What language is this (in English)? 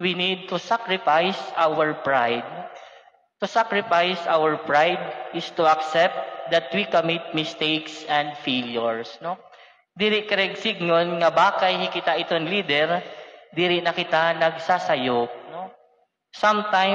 Waray